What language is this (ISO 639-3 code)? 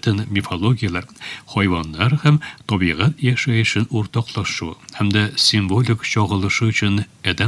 tat